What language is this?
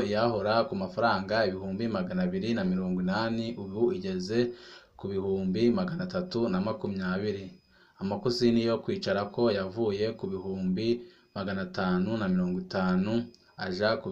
Rundi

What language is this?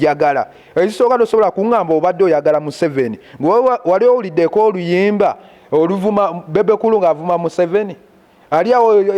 Ganda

